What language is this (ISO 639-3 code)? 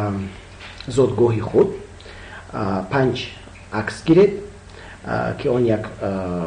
tgk